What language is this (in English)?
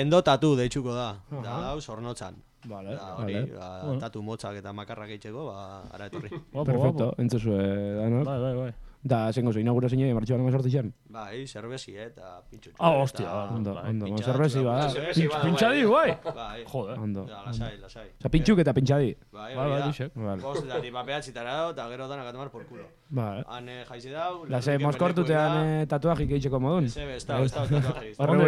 Basque